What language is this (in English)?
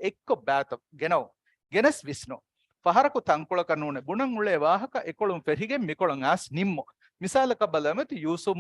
Divehi